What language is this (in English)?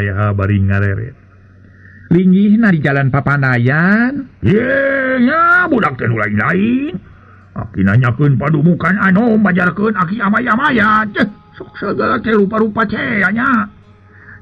Sundanese